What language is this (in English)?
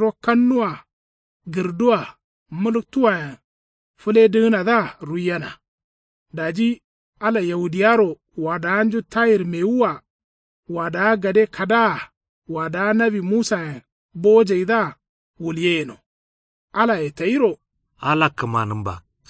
Kanuri